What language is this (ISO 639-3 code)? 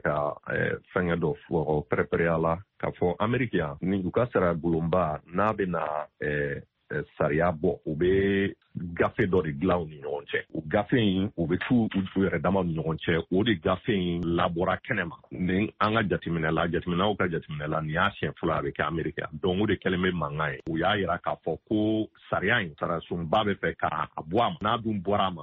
bam